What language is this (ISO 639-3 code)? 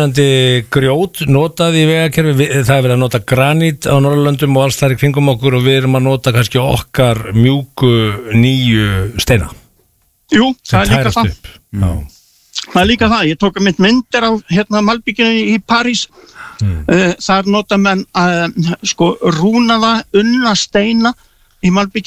isl